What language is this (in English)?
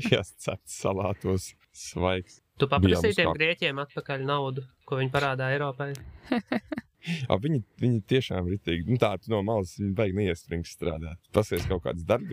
Latvian